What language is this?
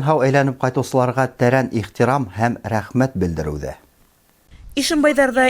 Bashkir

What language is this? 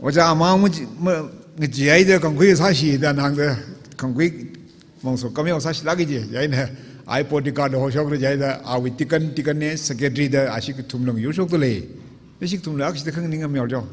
Tangkhul Naga (India)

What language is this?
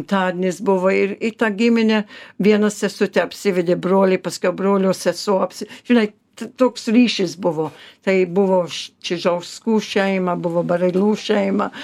Lithuanian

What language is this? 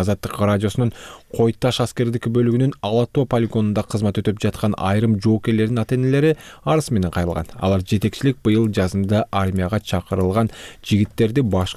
Kyrgyz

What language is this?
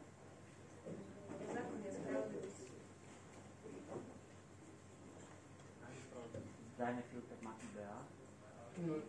Slovak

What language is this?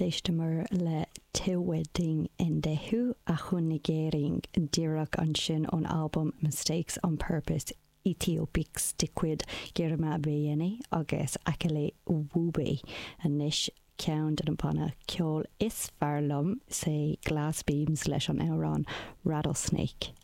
Irish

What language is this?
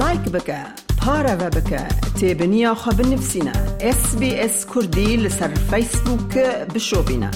Kurdish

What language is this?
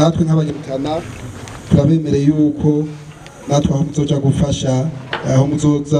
Rundi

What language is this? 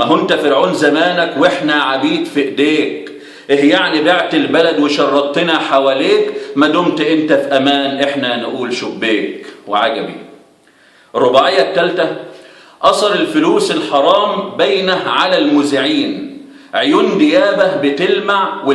Egyptian Arabic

